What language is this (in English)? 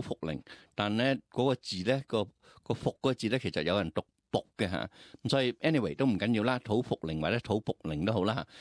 Cantonese